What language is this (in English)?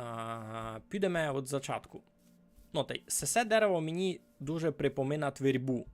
Rusyn